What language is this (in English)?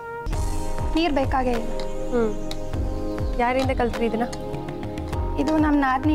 Kannada